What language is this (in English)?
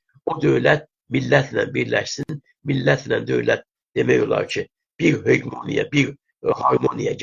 South Azerbaijani